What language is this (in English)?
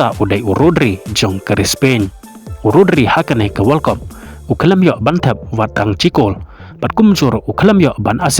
Khasi